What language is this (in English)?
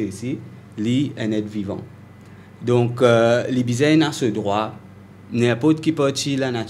Morisyen